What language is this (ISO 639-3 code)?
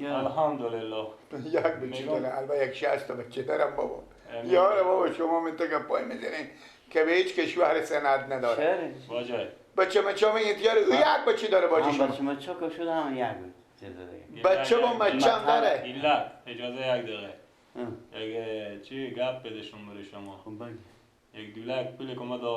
fas